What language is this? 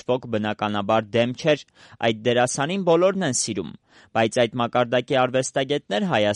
Armenian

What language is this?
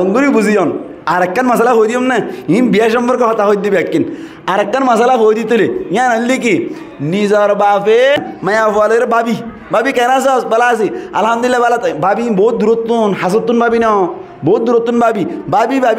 Rohingya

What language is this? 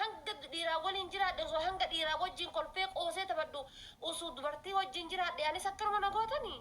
Oromo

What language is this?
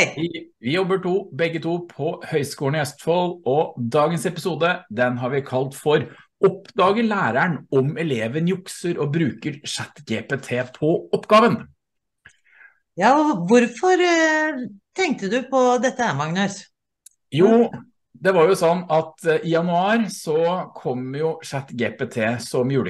Norwegian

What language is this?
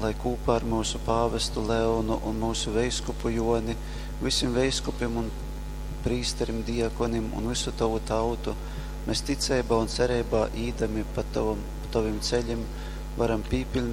Latgalian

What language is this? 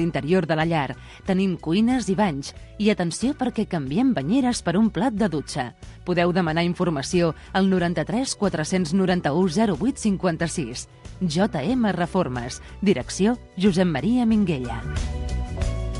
Catalan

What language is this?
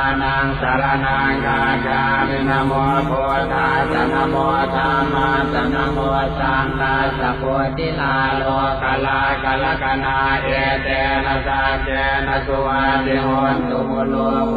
Pali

